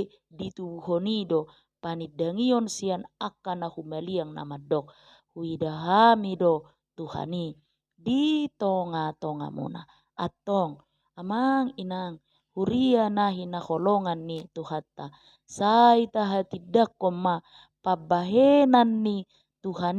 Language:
Batak Toba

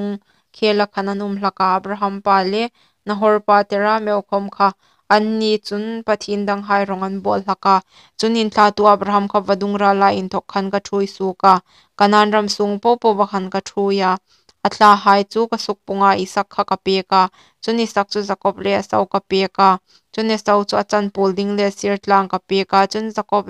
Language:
Hmar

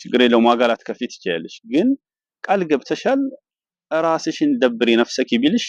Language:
Amharic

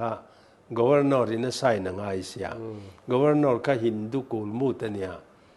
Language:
Mizo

